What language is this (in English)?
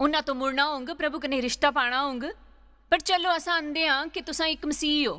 Dogri